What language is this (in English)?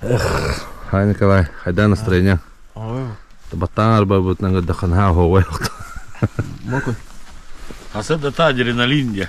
Yakut